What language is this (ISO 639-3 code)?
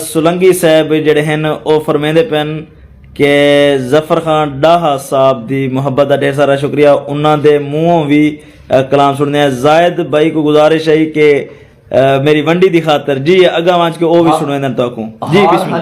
skr